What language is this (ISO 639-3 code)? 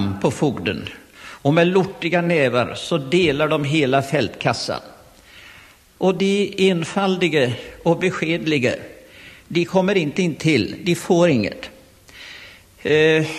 swe